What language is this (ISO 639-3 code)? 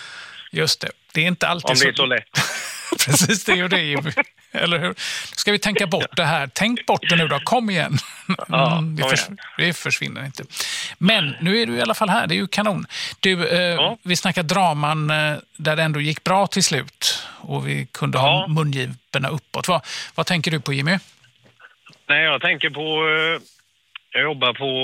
swe